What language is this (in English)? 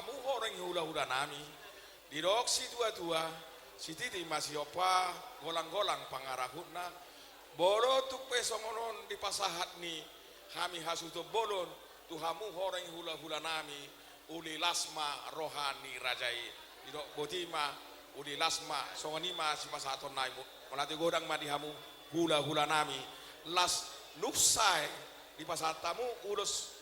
Batak Toba